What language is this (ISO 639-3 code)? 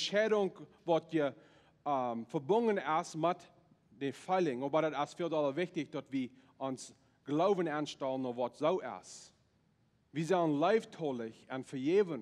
pdt